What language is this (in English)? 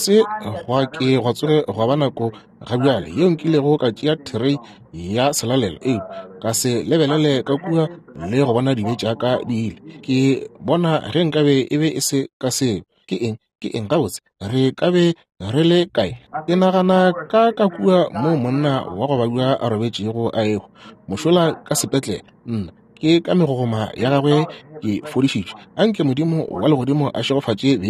Northern Sotho